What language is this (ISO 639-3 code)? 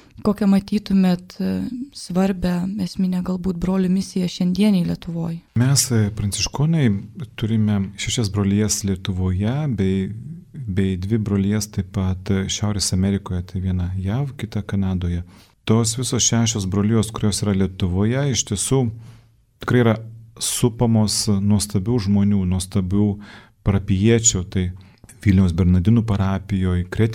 lit